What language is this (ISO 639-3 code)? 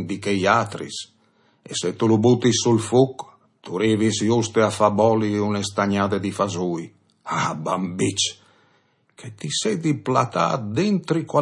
fur